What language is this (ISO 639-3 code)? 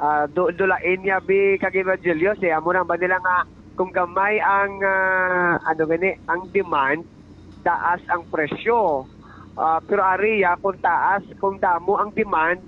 hil